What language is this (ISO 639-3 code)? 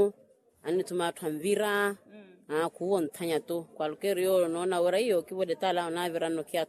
vmw